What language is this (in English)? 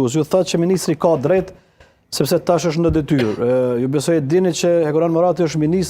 Albanian